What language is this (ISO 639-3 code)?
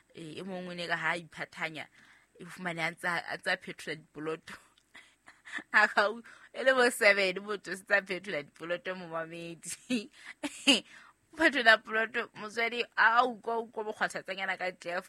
sot